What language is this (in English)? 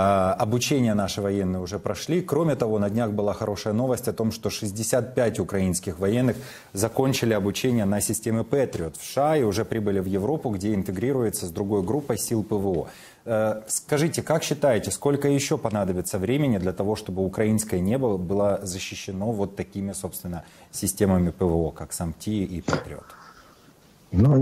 Russian